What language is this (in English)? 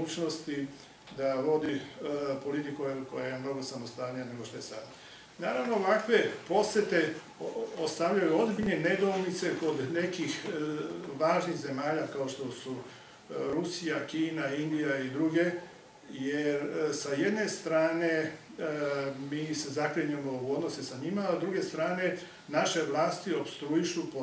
Serbian